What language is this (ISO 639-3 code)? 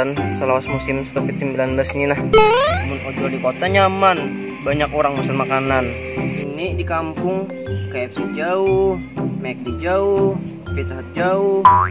bjn